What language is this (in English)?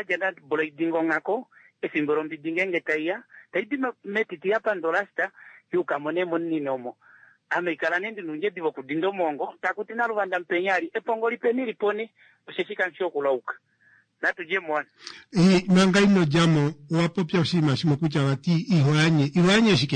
Kuanyama